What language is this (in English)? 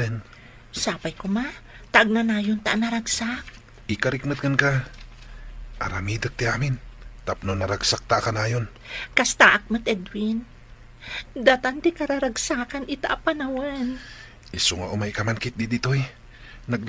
Iloko